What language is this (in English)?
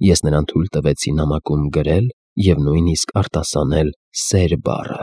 Armenian